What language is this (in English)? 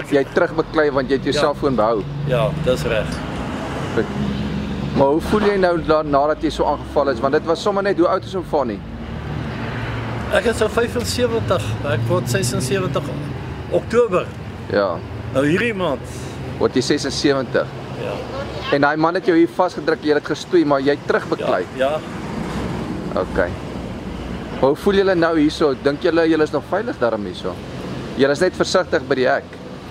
Afrikaans